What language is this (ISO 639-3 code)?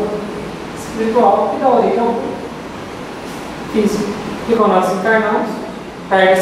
por